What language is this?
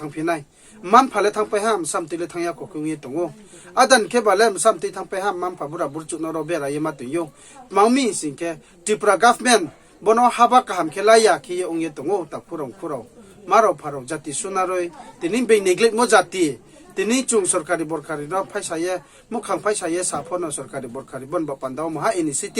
Riang (India)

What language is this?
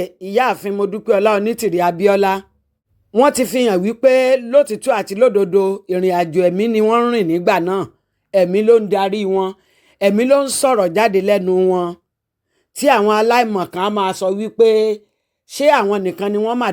Yoruba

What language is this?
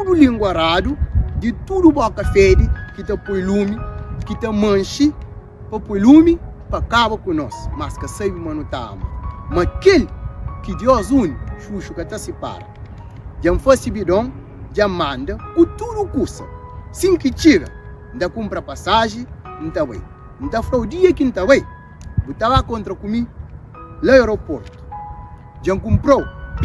Kabuverdianu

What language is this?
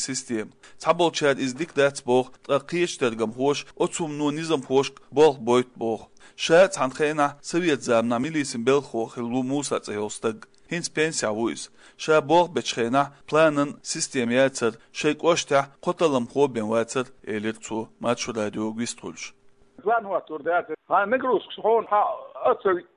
Chechen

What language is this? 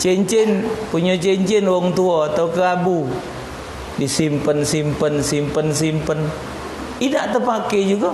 Musi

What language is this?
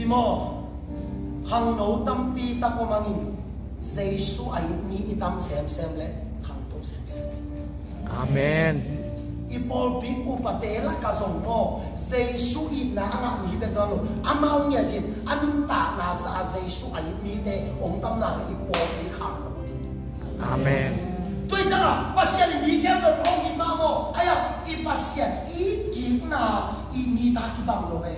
Tedim Chin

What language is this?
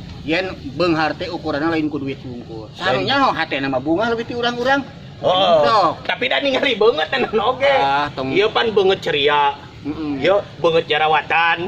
Sundanese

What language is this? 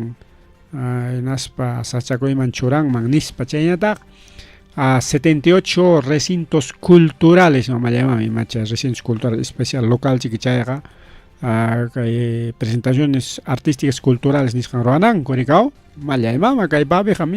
Ayacucho Quechua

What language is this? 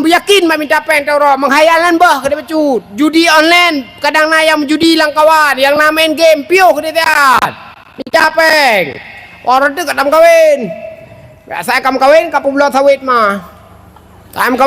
Achinese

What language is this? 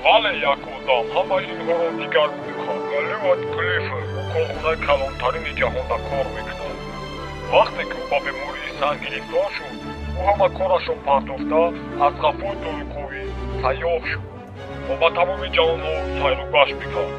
Tajik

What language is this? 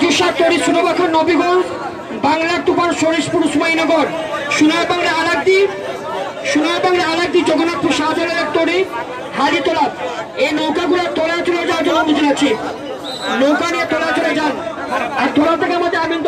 Sylheti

